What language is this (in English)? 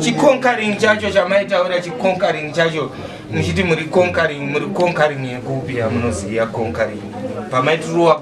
Shona